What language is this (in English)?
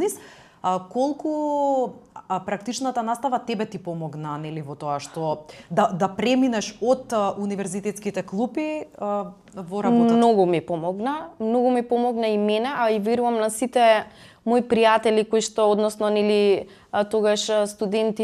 Macedonian